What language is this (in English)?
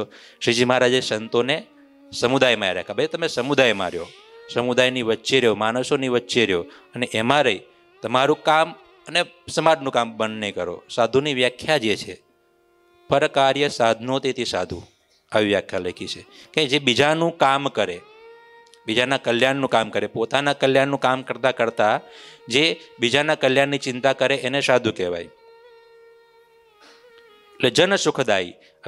Gujarati